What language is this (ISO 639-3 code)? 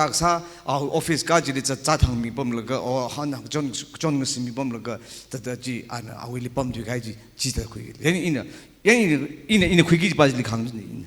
nmf